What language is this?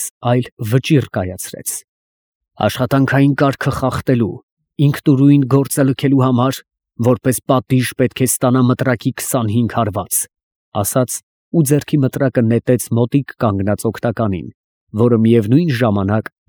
Armenian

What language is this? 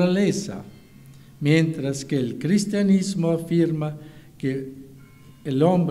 Spanish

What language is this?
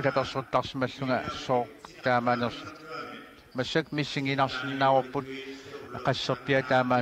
Kalaallisut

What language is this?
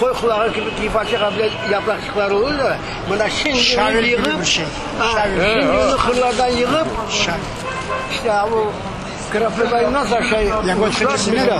Crimean Tatar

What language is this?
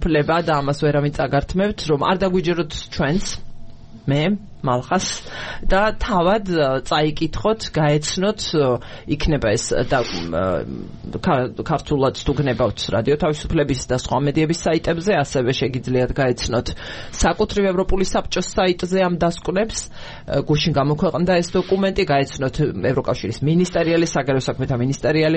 Georgian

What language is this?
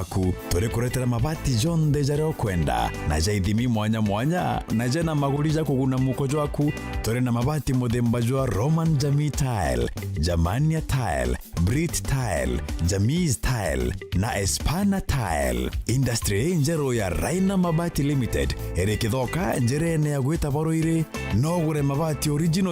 Meru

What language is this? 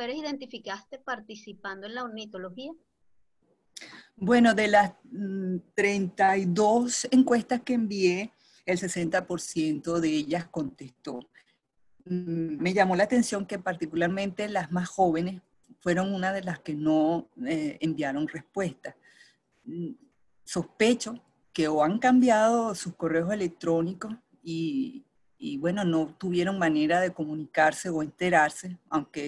Spanish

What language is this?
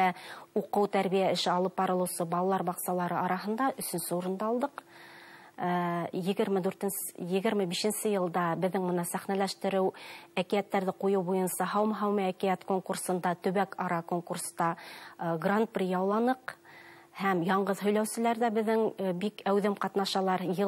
Bashkir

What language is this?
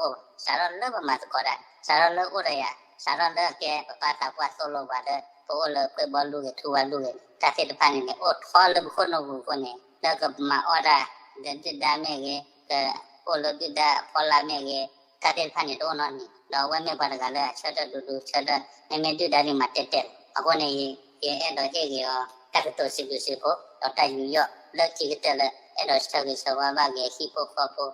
S'gaw Karen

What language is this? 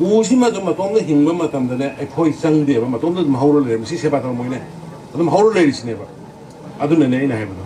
Manipuri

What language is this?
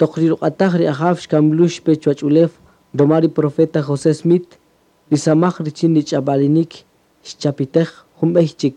Kaqchikel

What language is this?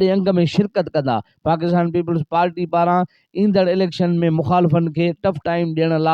Sindhi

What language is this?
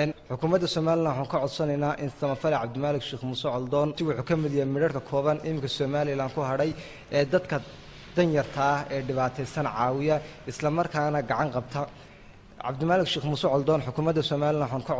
Somali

